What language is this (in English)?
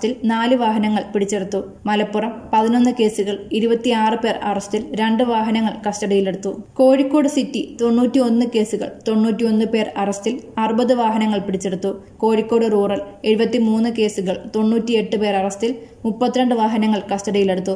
Malayalam